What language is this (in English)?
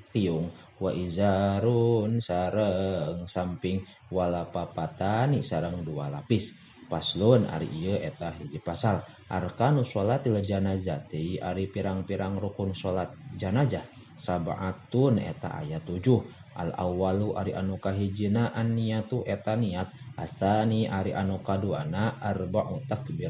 Sundanese